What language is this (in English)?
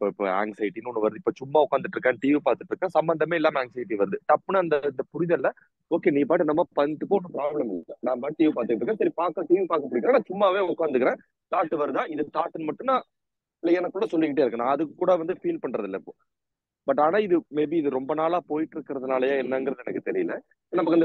Tamil